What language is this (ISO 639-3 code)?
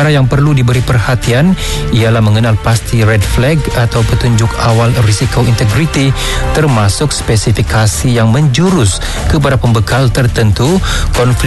msa